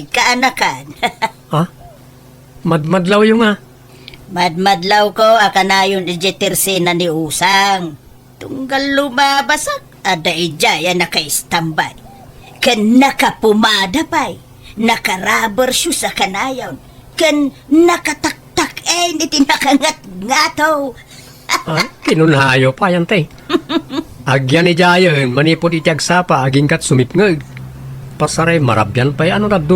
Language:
Iloko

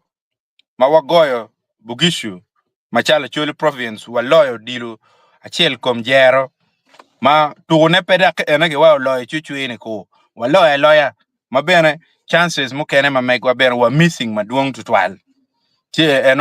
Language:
Acoli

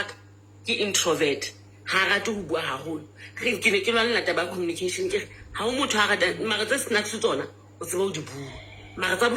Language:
Southern Sotho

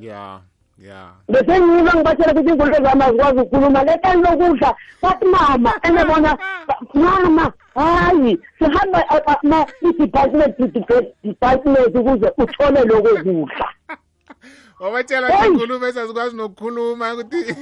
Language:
South Ndebele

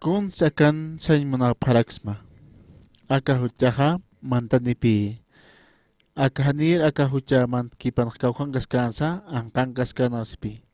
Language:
Aymara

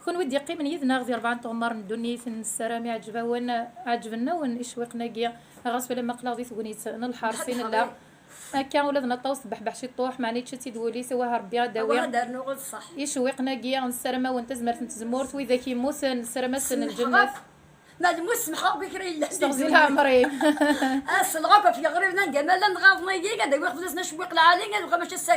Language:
Kabyle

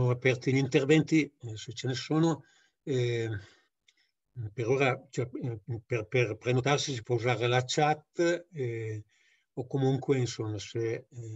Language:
Italian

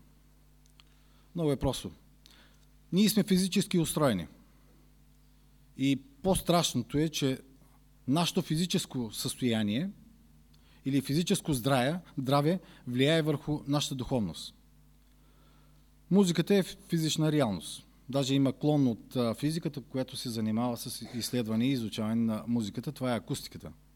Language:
Bulgarian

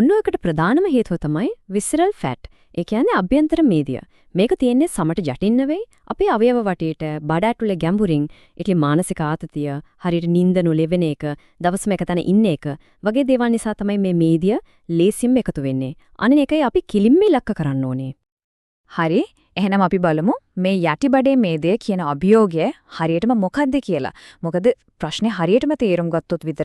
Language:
Sinhala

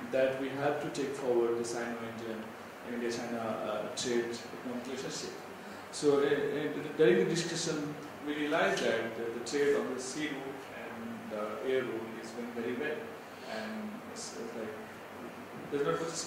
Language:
English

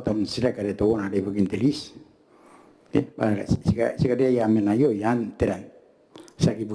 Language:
Gilbertese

